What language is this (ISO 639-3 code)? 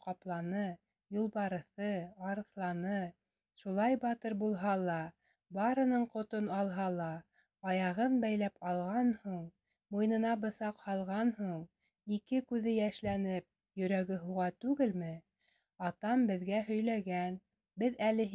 bak